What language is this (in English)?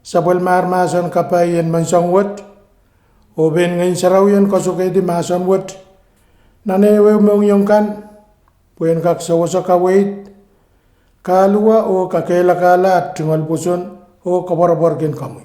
Pohnpeian